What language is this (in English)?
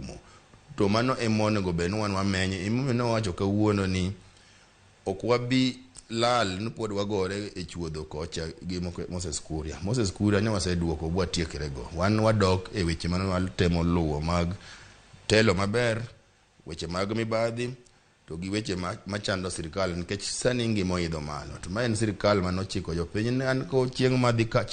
Luo (Kenya and Tanzania)